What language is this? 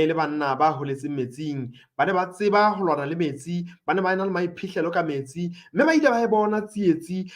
Southern Sotho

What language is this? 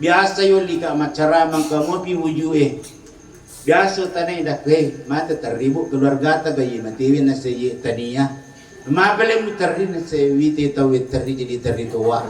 Buginese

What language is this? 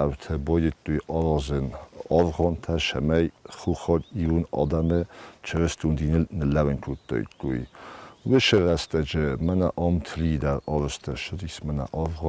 Ossetic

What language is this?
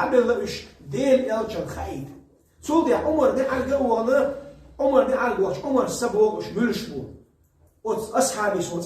Chechen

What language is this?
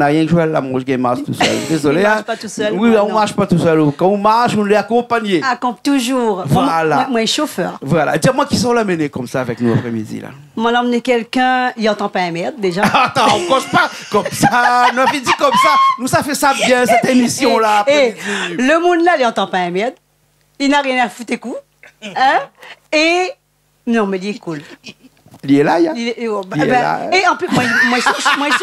Réunion Creole French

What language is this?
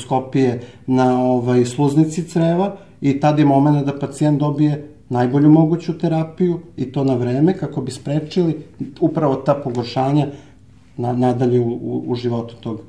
Serbian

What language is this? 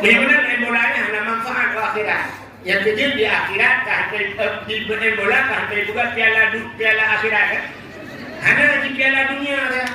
Achinese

